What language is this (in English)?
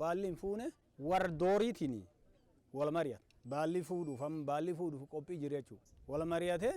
Oromo